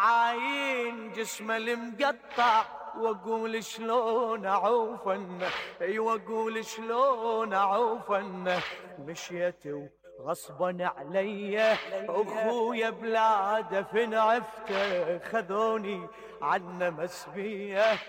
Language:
Mesopotamian Arabic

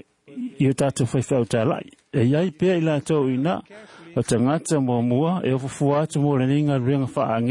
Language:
Samoan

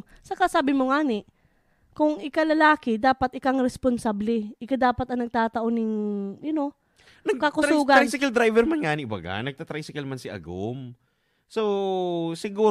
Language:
Bikol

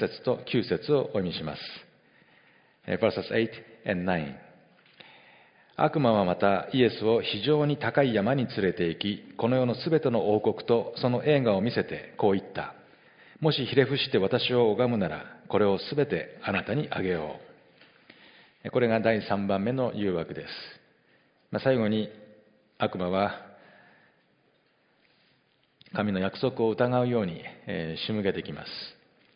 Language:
Japanese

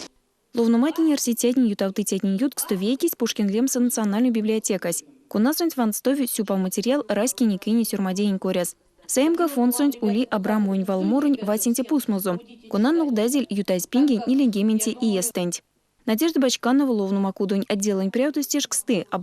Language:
Erzya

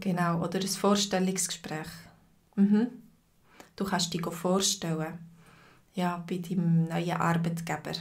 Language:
Swiss German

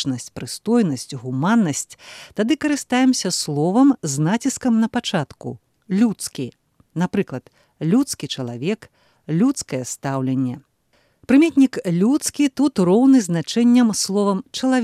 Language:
Belarusian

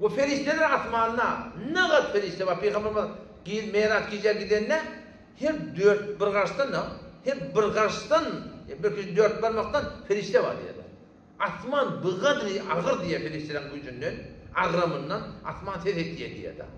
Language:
Turkmen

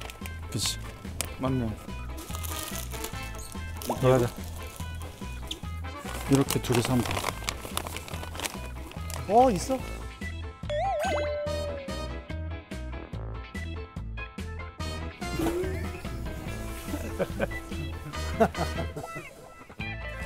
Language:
Korean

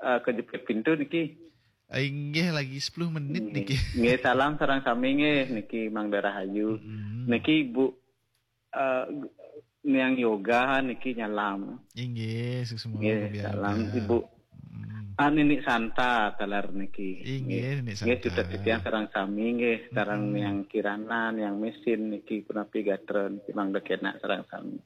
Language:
Balinese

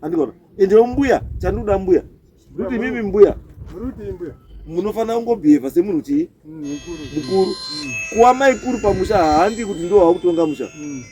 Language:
Shona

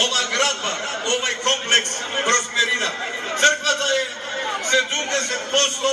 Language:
Macedonian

